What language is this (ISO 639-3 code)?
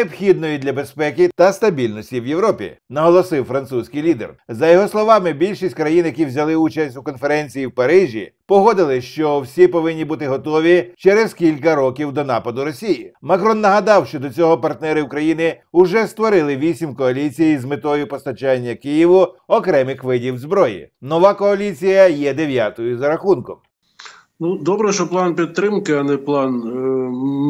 ukr